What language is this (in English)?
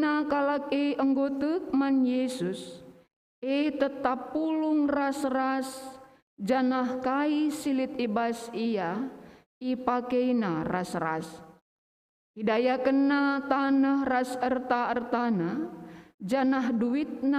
Batak Karo